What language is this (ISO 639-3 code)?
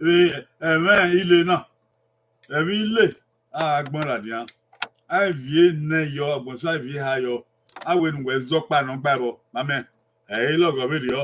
bin